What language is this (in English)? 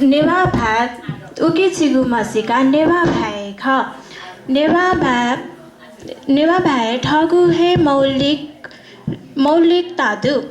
Newari